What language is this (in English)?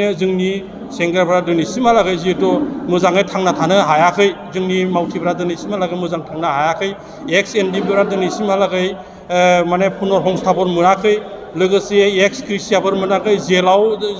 Bodo